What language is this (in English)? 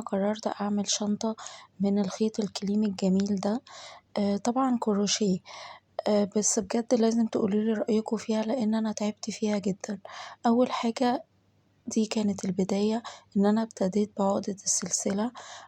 Egyptian Arabic